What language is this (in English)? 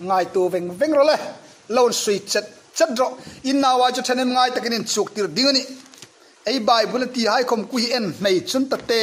Hmar